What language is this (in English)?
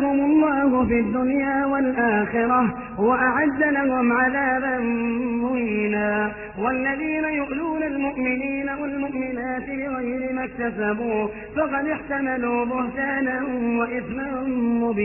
Arabic